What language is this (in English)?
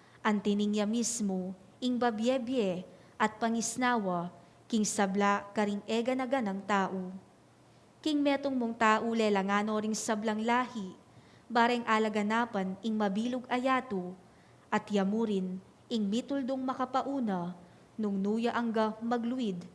Pampanga